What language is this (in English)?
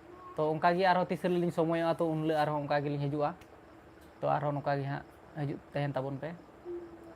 Santali